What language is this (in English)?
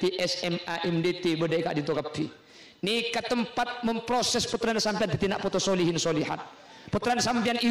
Madurese